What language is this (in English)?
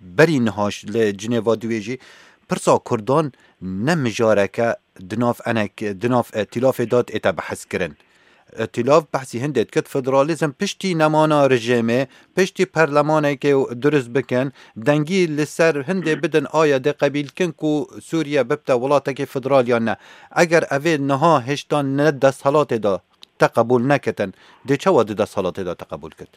Kurdish